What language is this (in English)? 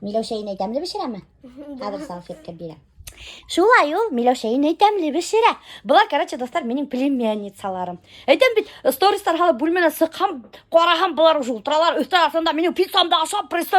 Bashkir